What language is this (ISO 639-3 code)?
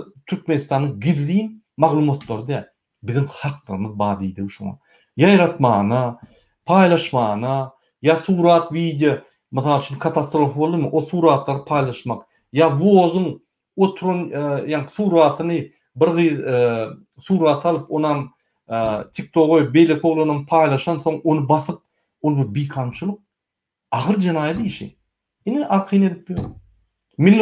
tuk